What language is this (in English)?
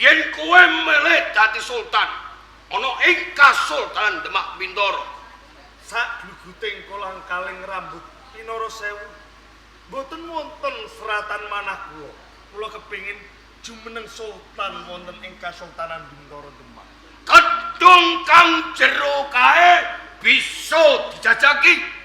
Javanese